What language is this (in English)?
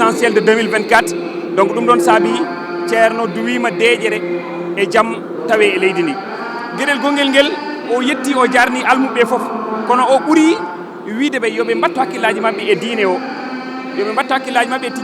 Fula